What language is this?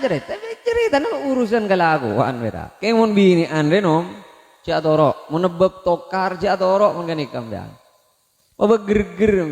Madurese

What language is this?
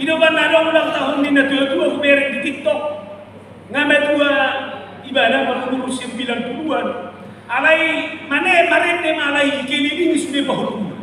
Batak Toba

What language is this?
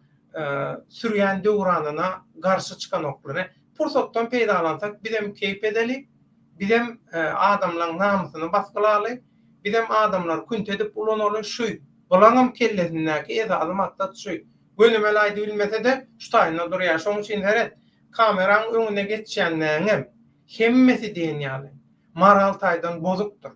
Turkmen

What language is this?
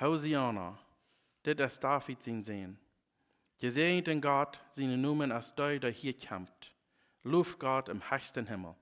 Plautdietsch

